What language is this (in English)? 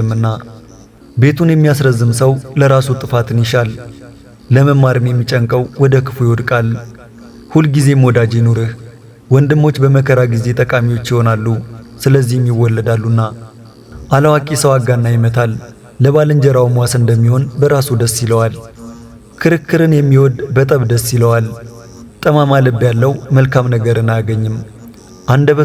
Amharic